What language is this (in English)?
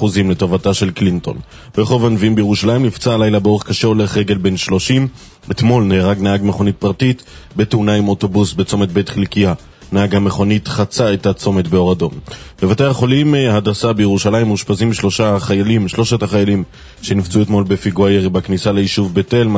Hebrew